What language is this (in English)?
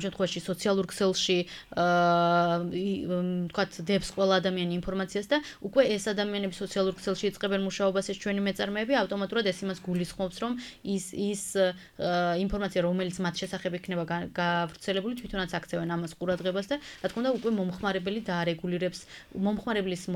Georgian